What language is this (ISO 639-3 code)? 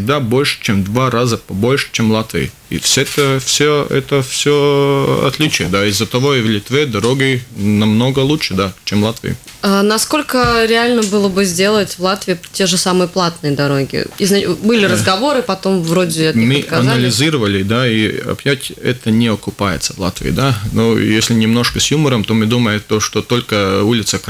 rus